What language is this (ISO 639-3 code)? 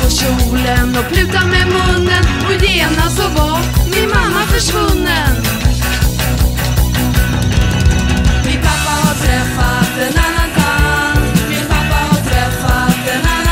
swe